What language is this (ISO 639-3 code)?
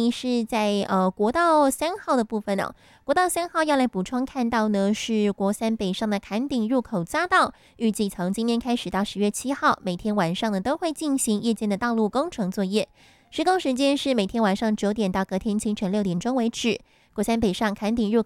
zho